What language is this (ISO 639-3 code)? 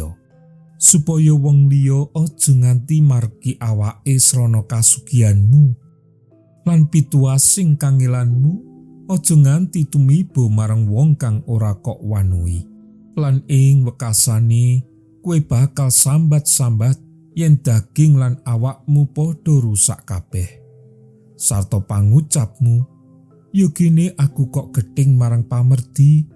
jav